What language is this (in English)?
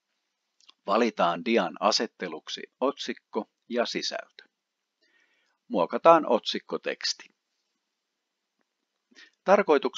Finnish